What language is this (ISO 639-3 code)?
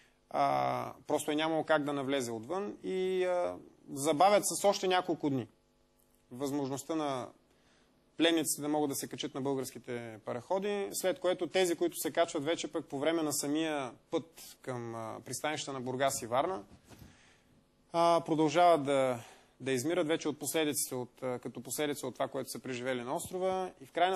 bul